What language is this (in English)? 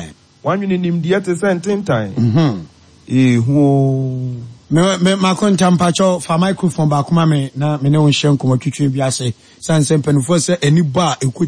Akan